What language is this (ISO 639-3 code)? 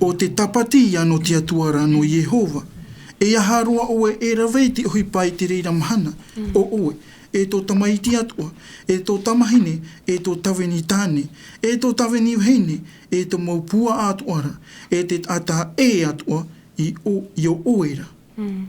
tah